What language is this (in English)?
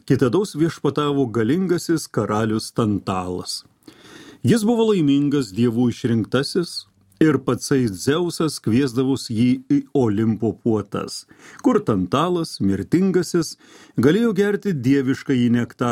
Lithuanian